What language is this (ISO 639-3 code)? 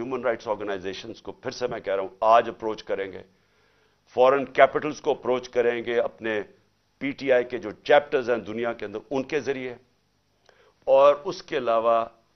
urd